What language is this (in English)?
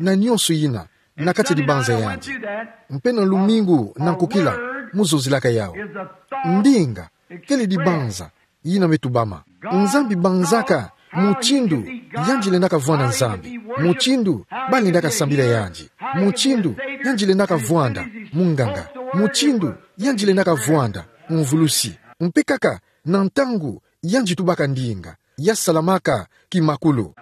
Kituba (Democratic Republic of Congo)